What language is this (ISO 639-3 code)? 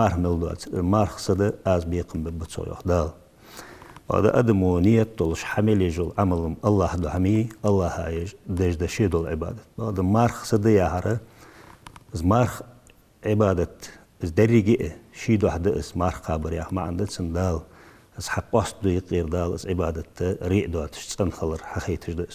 inh